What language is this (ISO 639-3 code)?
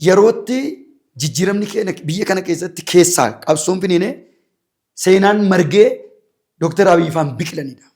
orm